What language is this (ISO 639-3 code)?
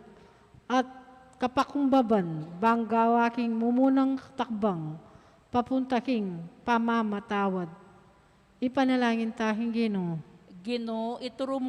pam